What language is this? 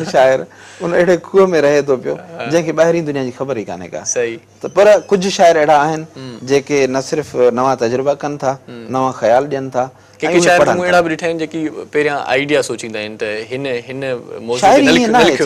Sindhi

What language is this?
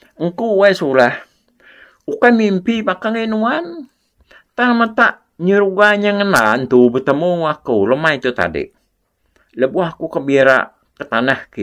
Iban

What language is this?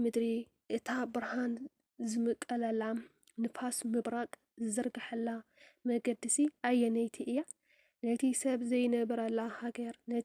Tigrinya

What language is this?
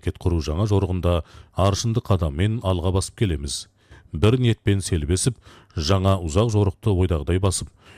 Kazakh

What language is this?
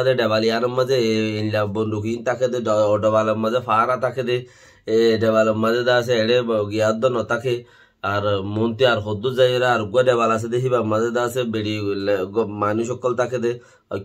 Rohingya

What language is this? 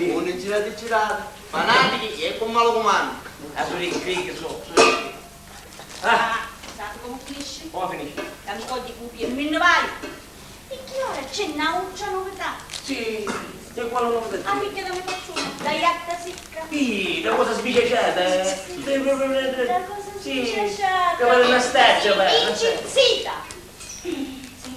Sicilian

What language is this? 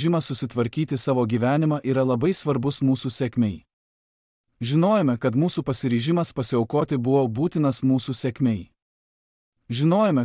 Lithuanian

